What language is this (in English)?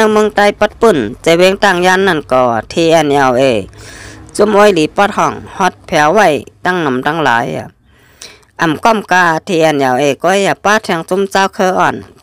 Shan